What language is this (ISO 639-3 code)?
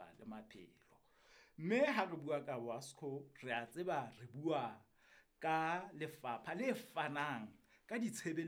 sot